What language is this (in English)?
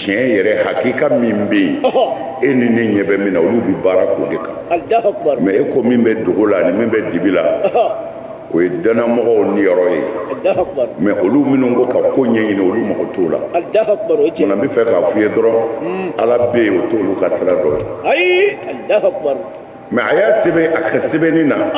Bambara